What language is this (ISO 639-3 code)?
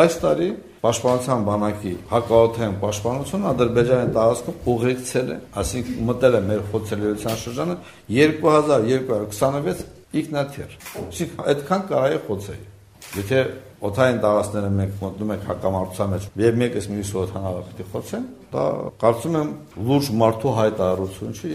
hye